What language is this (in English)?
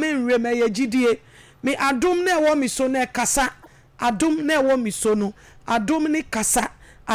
Akan